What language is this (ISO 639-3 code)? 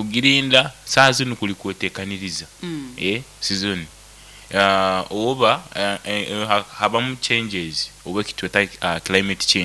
nyo